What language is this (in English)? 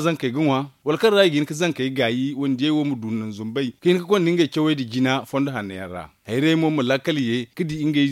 Zarma